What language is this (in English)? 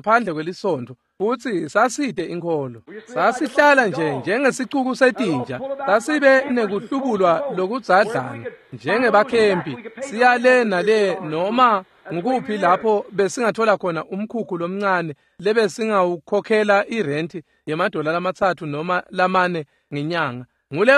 Swati